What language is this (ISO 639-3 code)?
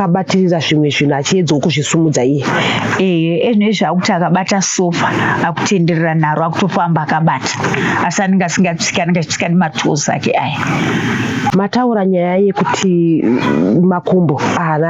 sna